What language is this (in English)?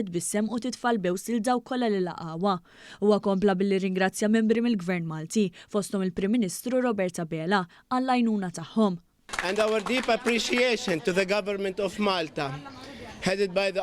Maltese